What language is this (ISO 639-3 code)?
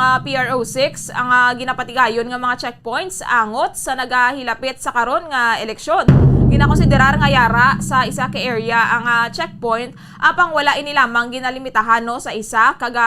hil